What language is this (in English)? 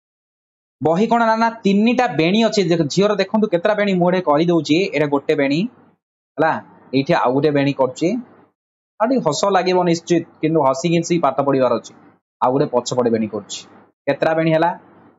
Odia